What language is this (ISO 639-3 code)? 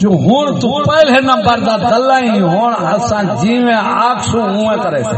skr